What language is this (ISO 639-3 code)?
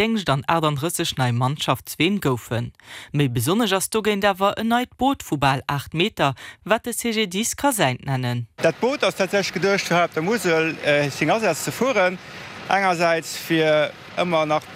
ltz